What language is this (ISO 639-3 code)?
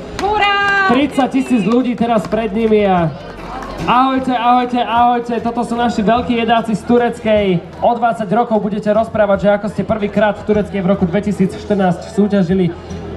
slk